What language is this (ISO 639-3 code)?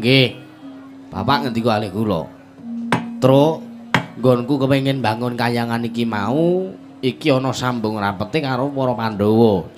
jav